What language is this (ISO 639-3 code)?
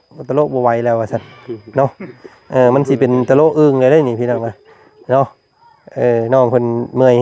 lao